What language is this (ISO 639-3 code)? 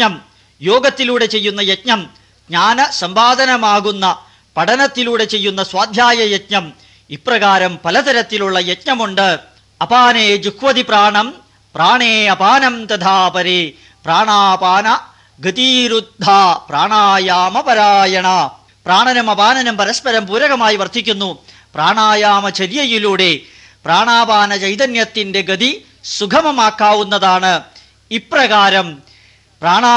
mal